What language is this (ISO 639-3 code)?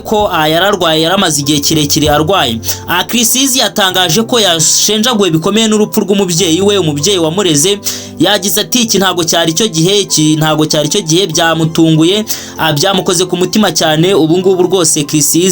kin